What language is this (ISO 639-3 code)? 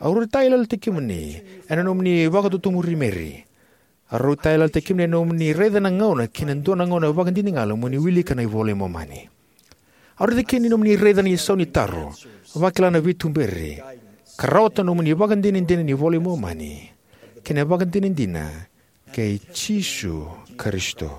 fij